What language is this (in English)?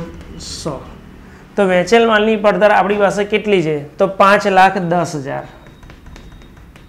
Gujarati